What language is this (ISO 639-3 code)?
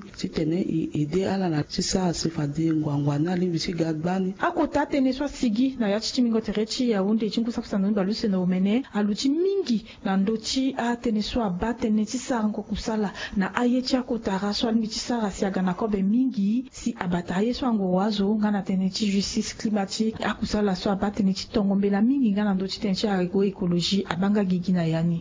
sag